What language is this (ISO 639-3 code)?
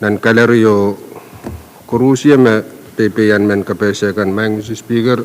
pon